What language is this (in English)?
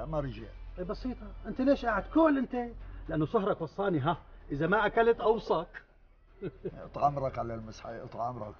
North Levantine Arabic